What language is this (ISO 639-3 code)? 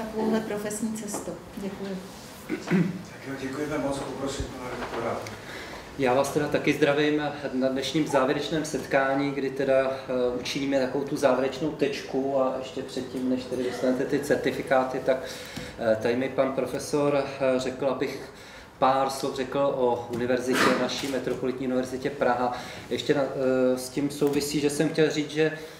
ces